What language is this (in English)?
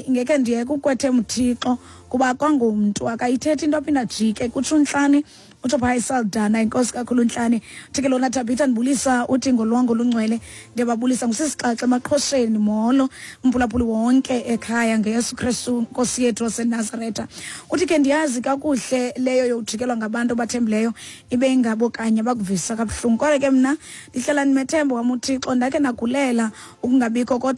Xhosa